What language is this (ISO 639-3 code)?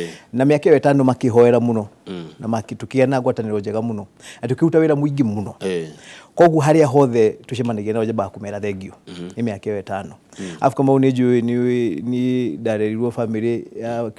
kik